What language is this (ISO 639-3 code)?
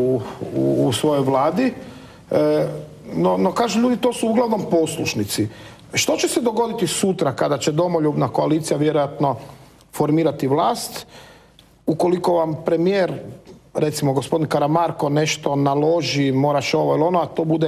hrv